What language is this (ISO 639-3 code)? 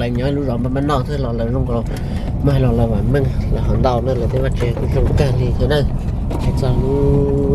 hmn